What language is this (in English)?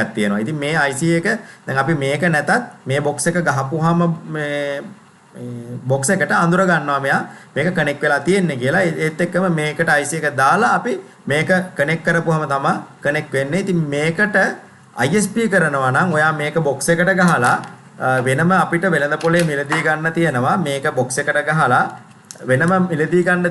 Sinhala